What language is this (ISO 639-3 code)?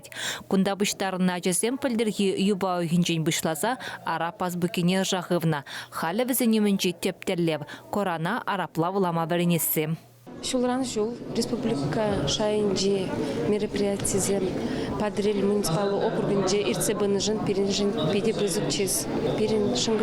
chv